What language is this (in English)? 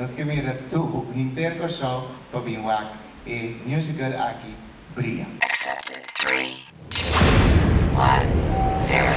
Papiamento